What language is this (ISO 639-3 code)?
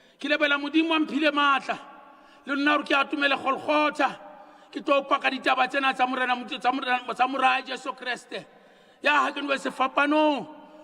sot